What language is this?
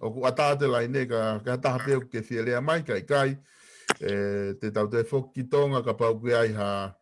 Tongan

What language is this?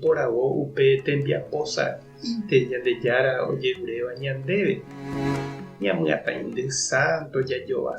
Guarani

